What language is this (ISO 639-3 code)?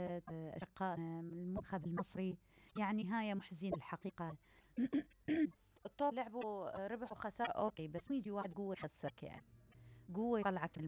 acm